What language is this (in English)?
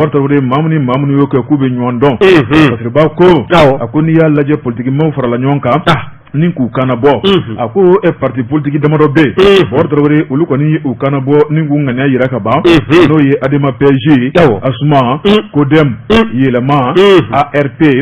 Bambara